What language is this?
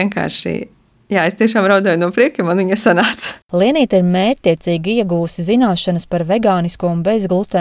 Latvian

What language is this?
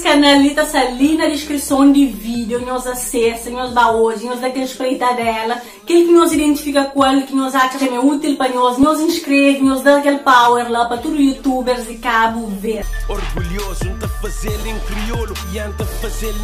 Kabuverdianu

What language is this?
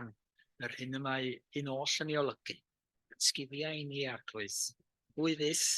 Welsh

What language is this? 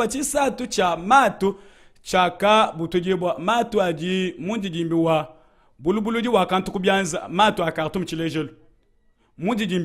Luba-Lulua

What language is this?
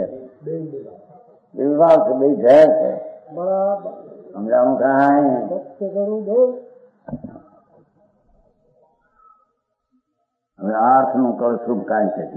Gujarati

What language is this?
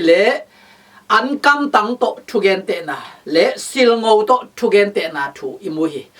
Tedim Chin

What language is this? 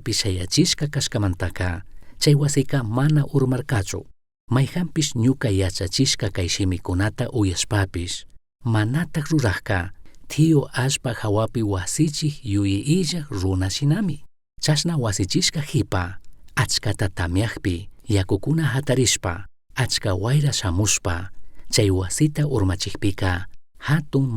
Chimborazo Highland Quichua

